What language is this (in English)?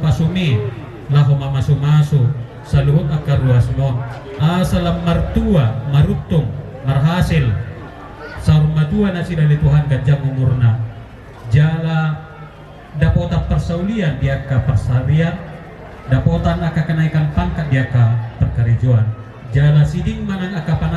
Batak Toba